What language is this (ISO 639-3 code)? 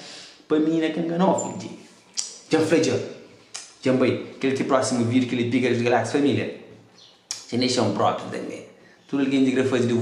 kea